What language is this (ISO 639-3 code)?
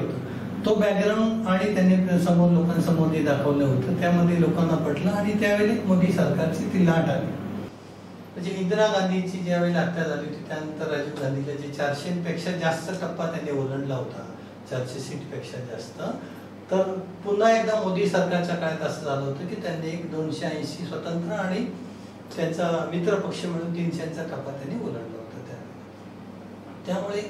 mar